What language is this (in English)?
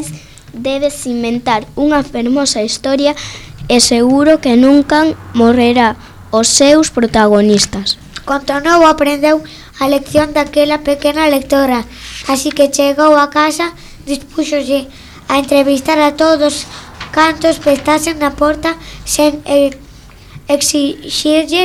Galician